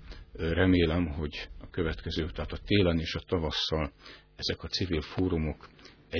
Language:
Hungarian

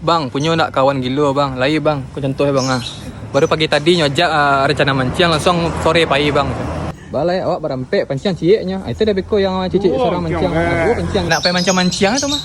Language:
Minangkabau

